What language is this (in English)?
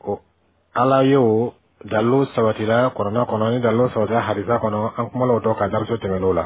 Bambara